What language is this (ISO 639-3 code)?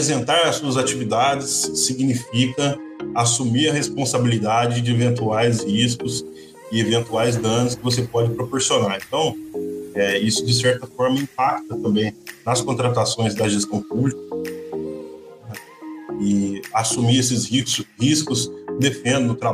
por